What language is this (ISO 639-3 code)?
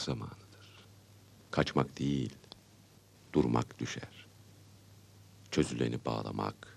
tur